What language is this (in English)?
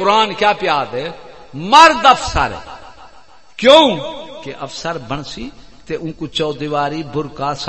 Saraiki